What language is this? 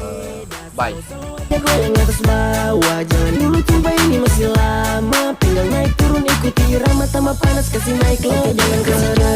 Manado Malay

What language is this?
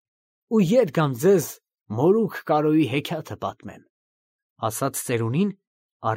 Armenian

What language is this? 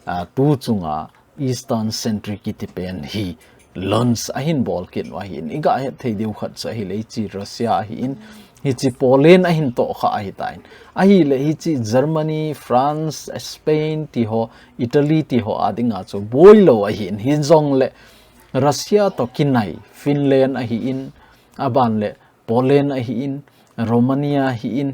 Thado Chin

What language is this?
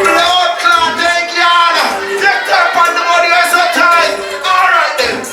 Jamaican Creole English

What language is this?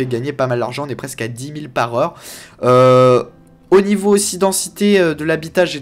French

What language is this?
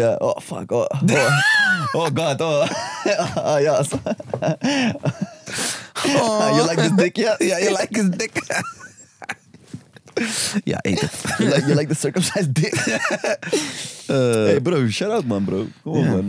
Dutch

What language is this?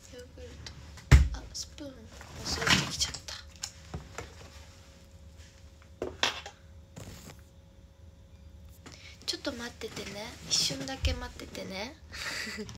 Japanese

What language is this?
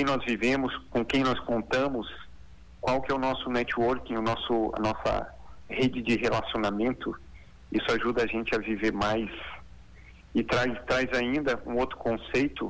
Portuguese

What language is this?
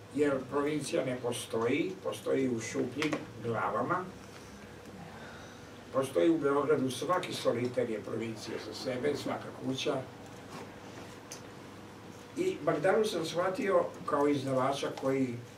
Serbian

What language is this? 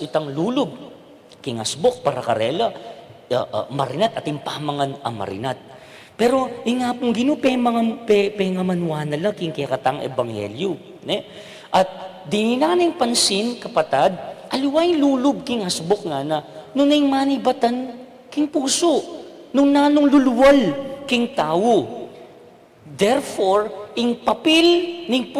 Pampanga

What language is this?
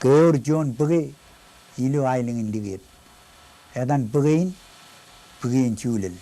Marshallese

